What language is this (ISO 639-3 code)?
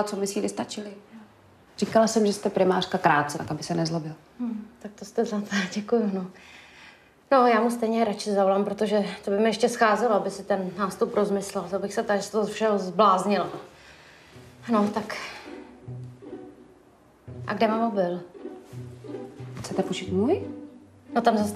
ces